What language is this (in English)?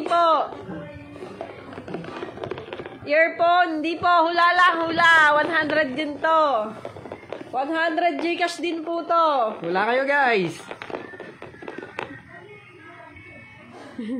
Filipino